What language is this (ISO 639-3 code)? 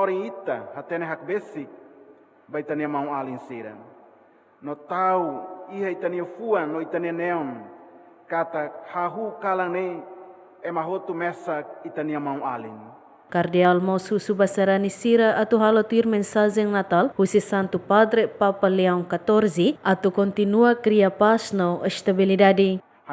tet